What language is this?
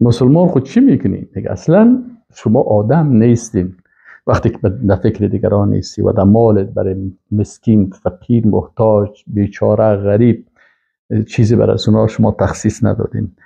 Persian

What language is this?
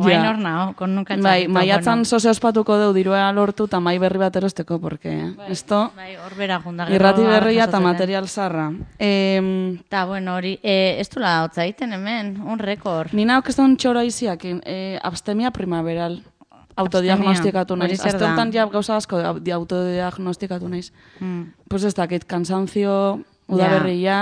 Basque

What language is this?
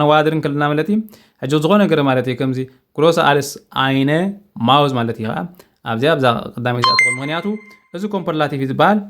Tigrinya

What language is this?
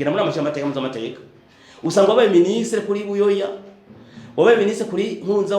Rundi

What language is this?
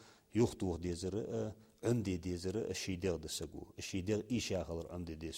Ingush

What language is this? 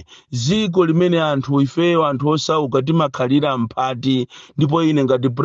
Nyanja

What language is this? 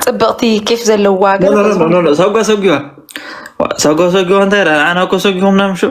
Tigrinya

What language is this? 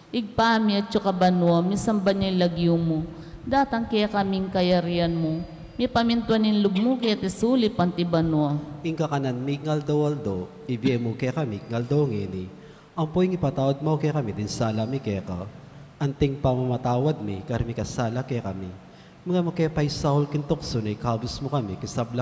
Pampanga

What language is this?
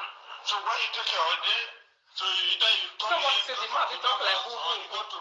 Nigerian Pidgin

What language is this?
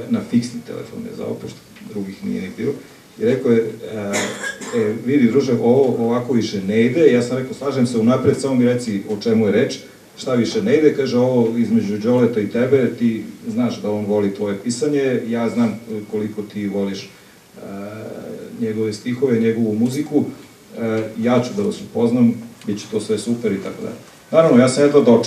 Serbian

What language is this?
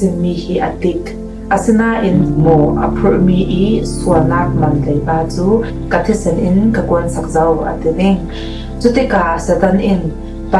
Falam Chin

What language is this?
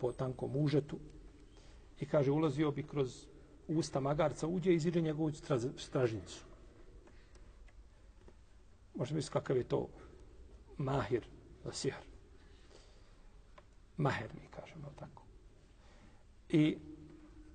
Bosnian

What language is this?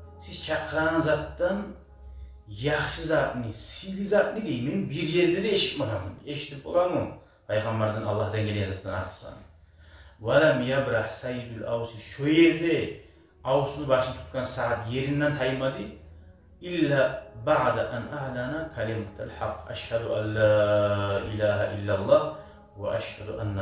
Kumyk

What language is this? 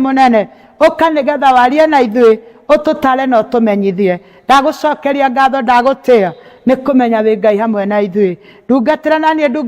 Kikuyu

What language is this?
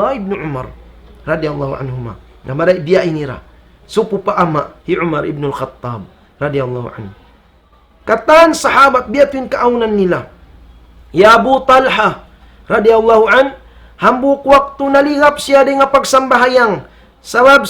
Tausug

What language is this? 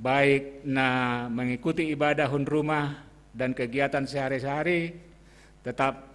Batak Simalungun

